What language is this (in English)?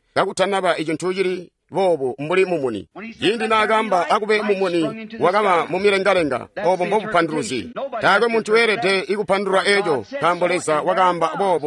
Tonga (Zambia)